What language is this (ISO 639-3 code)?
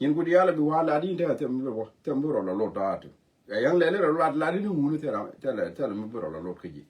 nus